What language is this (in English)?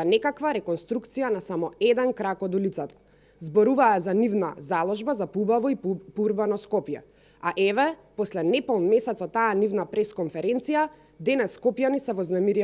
Macedonian